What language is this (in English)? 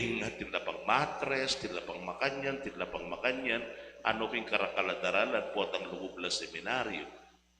Pampanga